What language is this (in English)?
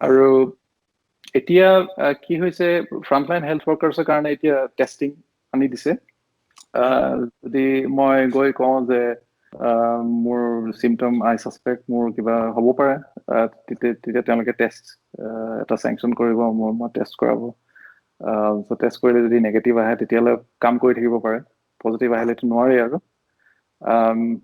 Assamese